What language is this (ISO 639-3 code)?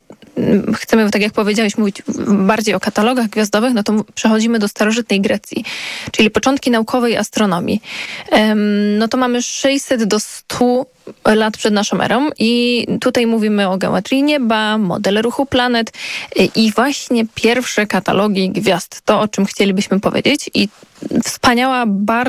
pol